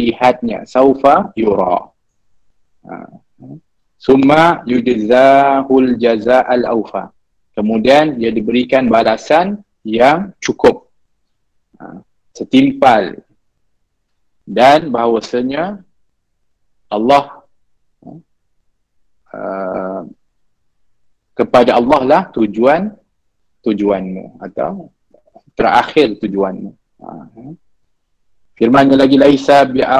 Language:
Malay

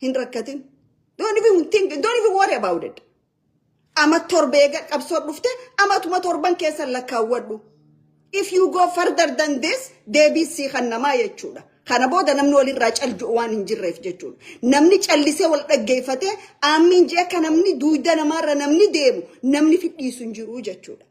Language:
Oromo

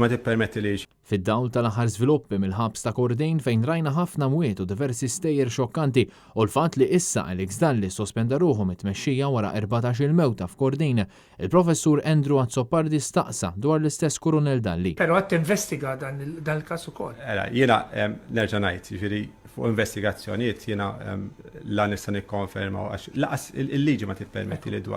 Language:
Maltese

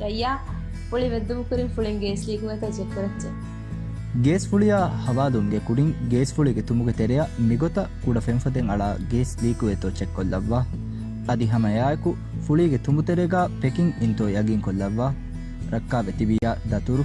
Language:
Divehi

